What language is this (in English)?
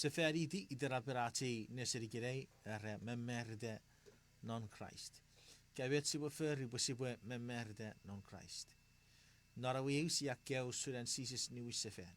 Chuukese